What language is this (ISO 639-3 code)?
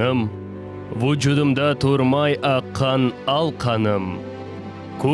crh